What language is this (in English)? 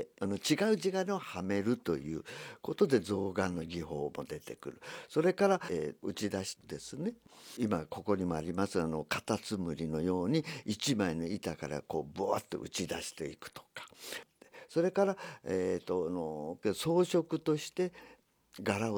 Japanese